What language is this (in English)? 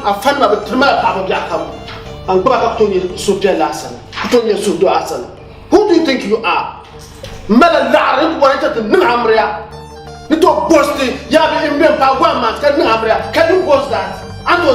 Dagbani